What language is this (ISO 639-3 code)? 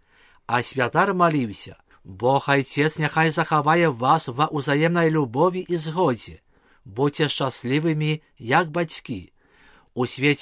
bel